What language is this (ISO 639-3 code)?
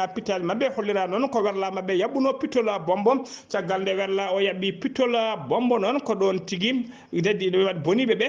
ful